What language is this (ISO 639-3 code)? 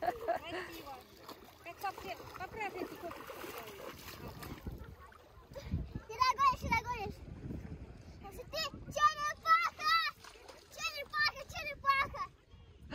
rus